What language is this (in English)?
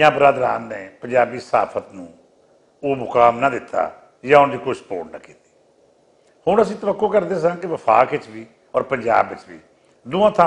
Western Panjabi